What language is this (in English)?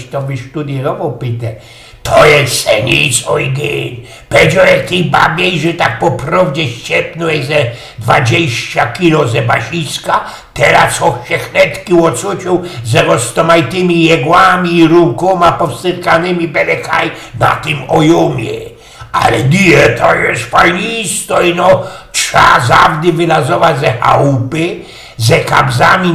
Silesian